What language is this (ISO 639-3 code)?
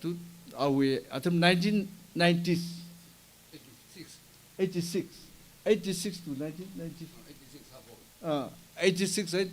nmf